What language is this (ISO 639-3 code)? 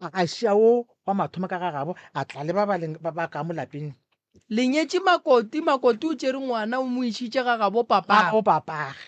nso